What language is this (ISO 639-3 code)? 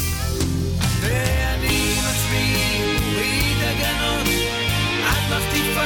heb